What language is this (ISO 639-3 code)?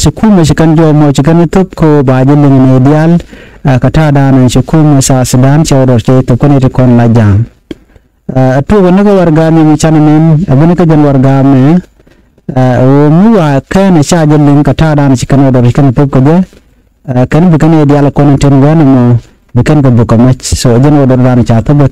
nus